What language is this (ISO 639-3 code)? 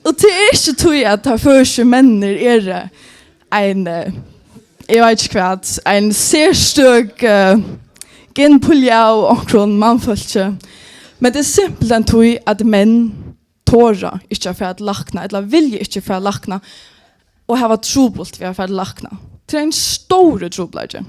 fao